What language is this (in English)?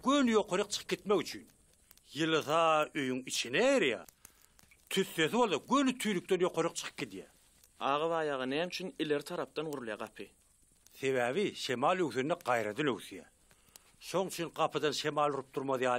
Turkmen